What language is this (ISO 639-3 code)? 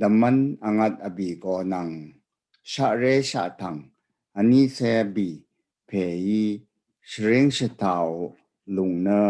raw